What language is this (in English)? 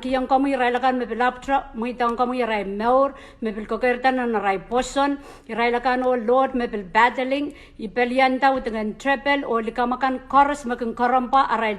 Pohnpeian